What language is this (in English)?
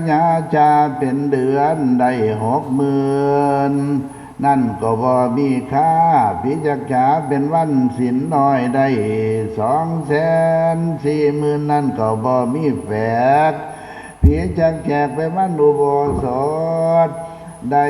Northeastern Thai